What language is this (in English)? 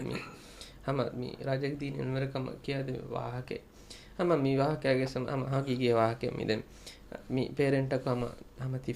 Divehi